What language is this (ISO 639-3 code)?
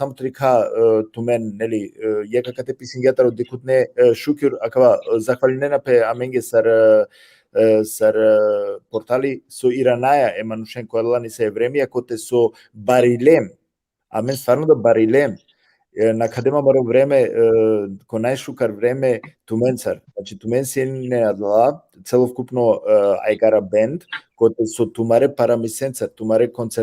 rmn